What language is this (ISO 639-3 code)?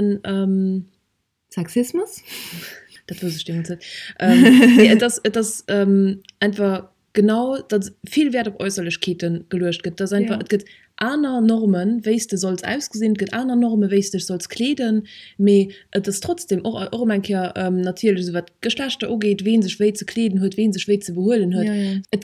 ltz